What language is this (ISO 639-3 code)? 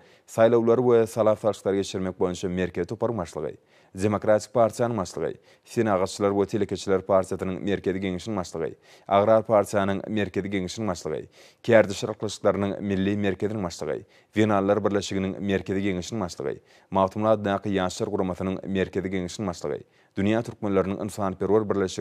tuk